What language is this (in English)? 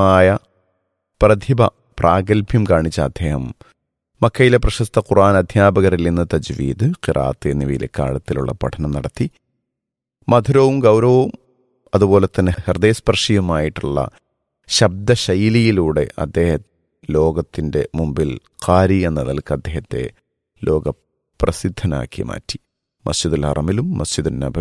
Malayalam